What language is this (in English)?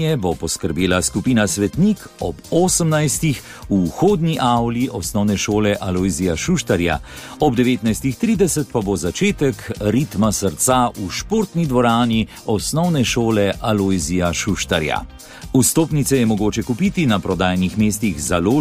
Slovenian